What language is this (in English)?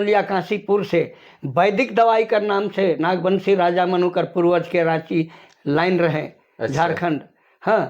Sadri